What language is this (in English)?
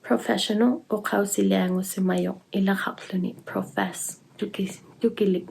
Inuktitut